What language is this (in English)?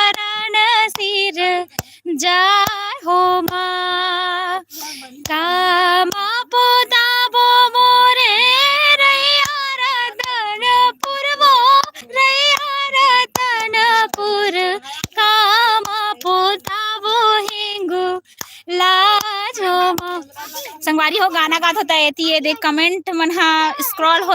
Chhattisgarhi